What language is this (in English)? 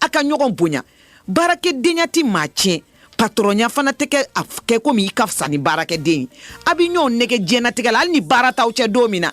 Bambara